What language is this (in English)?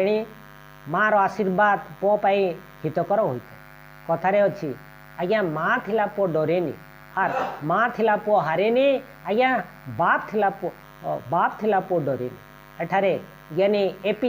Odia